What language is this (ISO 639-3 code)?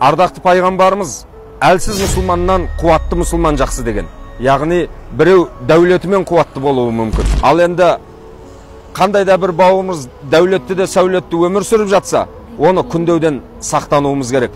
kaz